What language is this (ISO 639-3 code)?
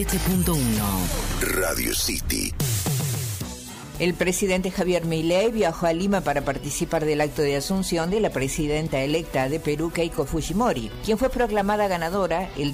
spa